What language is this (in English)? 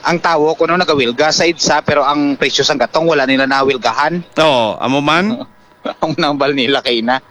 Hiligaynon